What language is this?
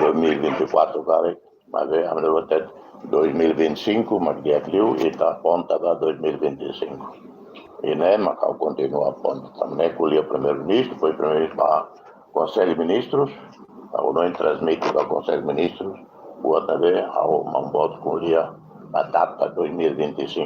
Tetum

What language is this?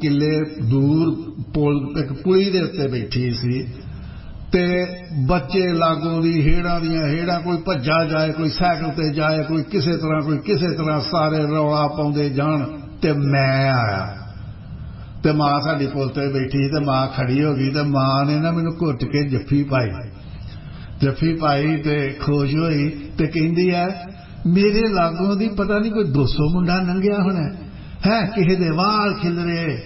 Punjabi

